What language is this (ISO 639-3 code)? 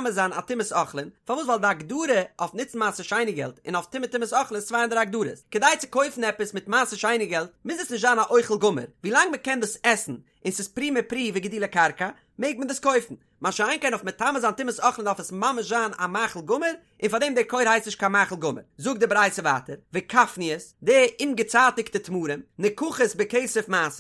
yid